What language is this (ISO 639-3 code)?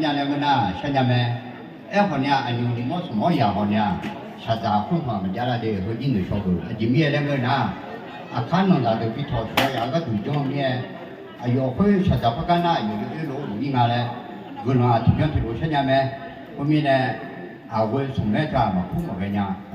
ahk